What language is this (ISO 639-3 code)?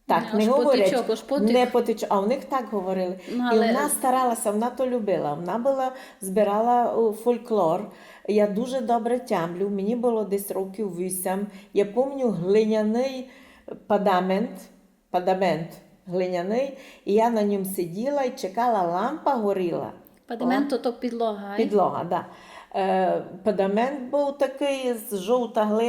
rue